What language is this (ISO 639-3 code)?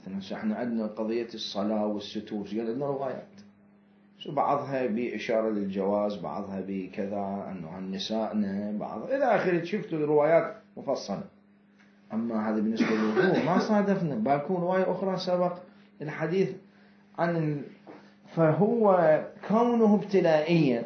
acm